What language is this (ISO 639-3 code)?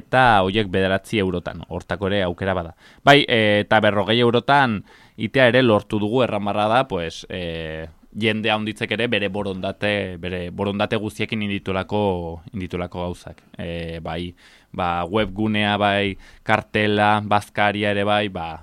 eus